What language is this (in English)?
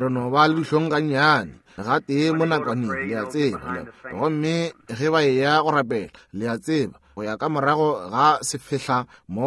Northern Sotho